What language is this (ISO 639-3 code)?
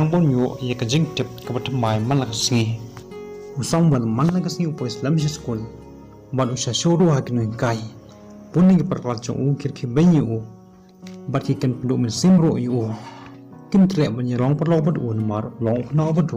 kha